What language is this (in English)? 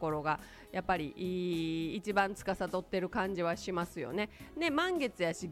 Japanese